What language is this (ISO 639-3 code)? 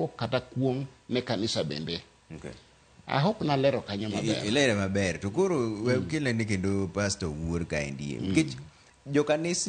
luo